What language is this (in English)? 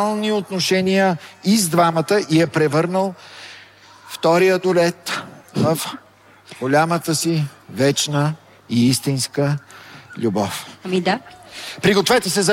Bulgarian